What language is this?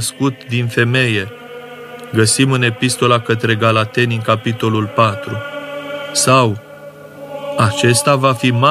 Romanian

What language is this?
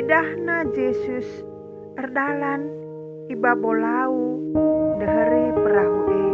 Batak Karo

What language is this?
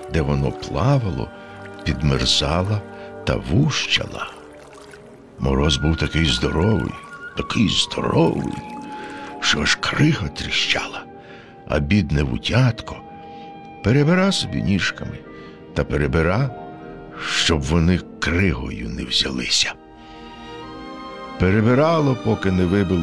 Ukrainian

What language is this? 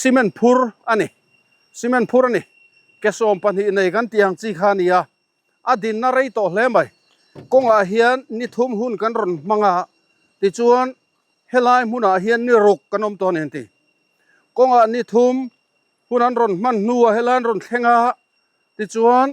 Mizo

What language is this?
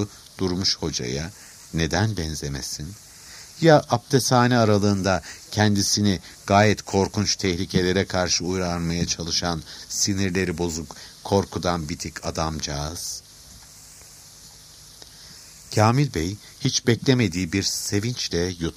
Turkish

